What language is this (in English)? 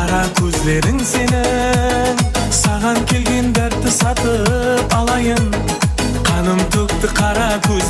Kara-Kalpak